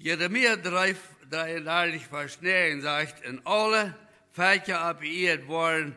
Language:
Plautdietsch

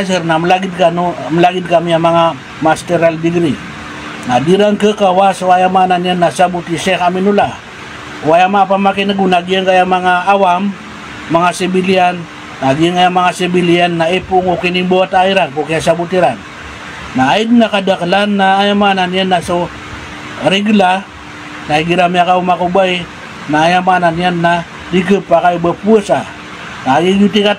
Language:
Maranao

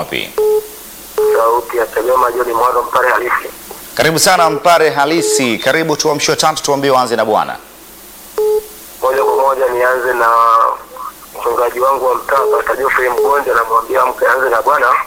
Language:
Swahili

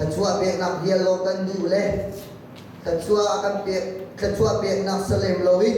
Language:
Hakha Chin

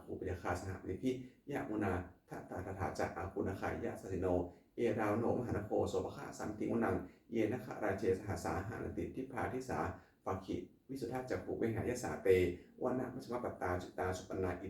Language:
Pali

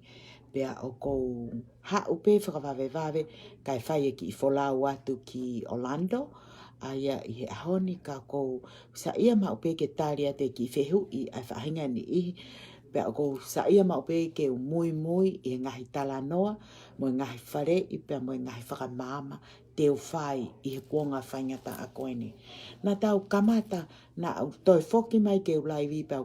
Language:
Tongan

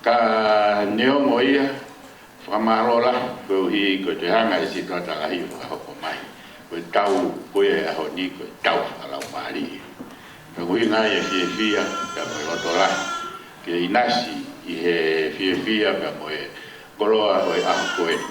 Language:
Tongan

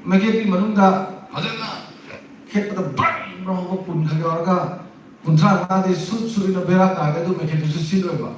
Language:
Manipuri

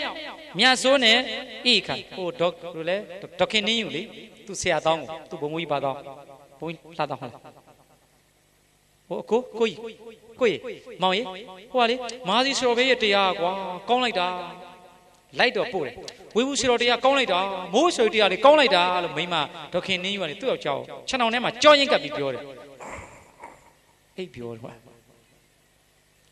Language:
Burmese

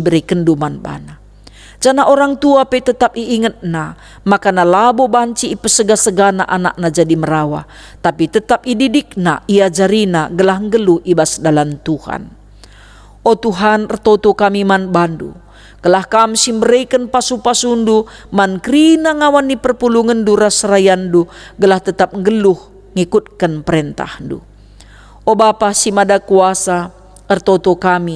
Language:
Batak Karo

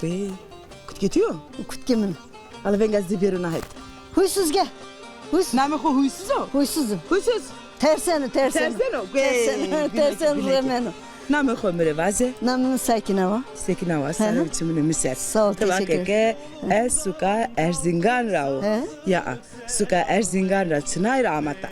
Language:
Zaza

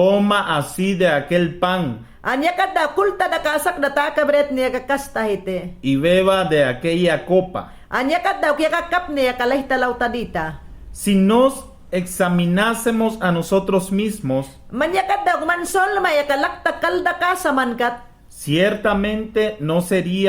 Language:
Mayangna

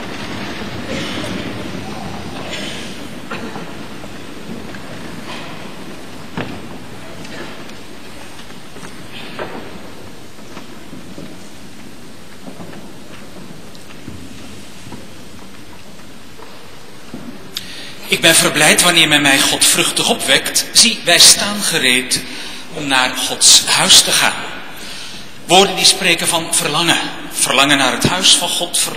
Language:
Dutch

